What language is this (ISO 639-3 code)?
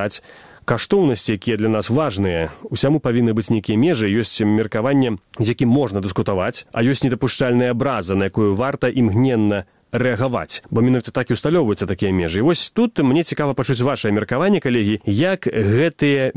bel